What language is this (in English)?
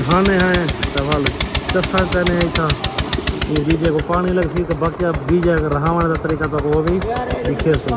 Saraiki